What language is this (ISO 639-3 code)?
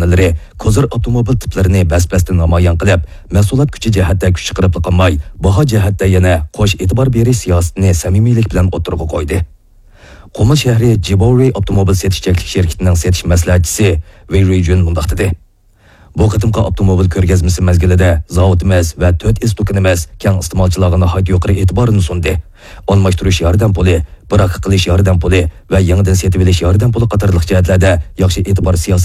uig